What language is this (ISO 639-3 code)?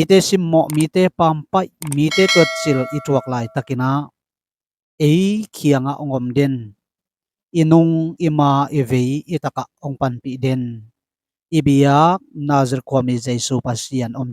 ctd